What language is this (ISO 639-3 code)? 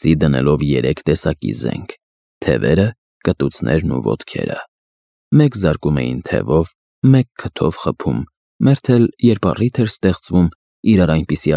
hye